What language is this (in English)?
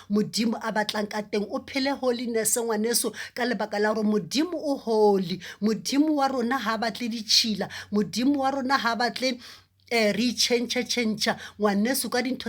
Southern Sotho